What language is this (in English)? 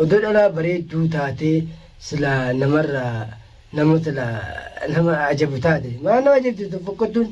Oromo